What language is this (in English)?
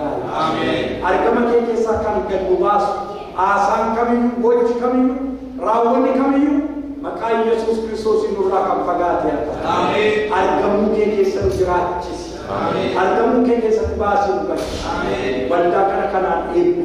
Oromo